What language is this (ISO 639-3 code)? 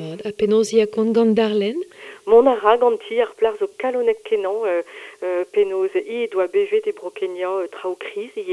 bre